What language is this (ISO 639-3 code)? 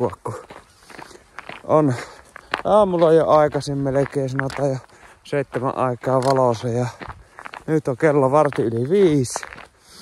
fin